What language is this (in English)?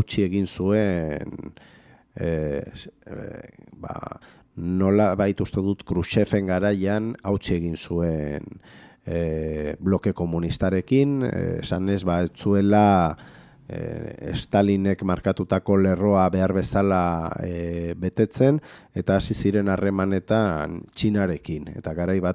Basque